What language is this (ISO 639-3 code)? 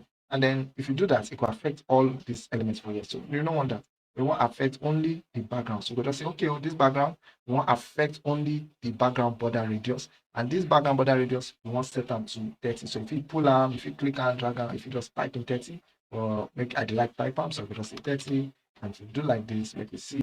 pcm